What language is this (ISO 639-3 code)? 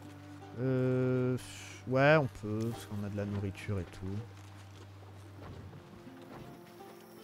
fra